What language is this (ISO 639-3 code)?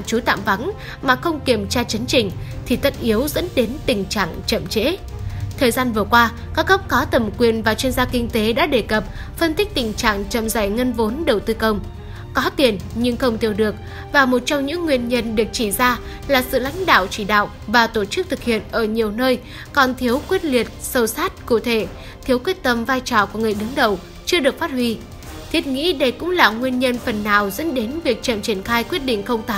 vie